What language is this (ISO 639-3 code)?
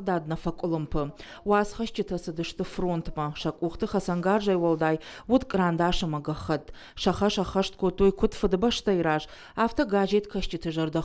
oss